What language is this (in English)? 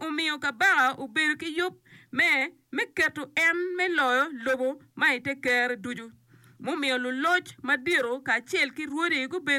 Acoli